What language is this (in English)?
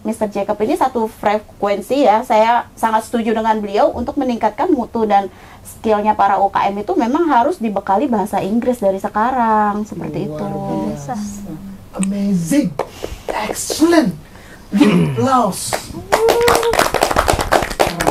Indonesian